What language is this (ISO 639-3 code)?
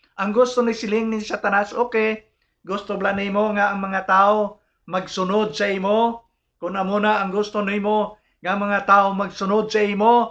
hil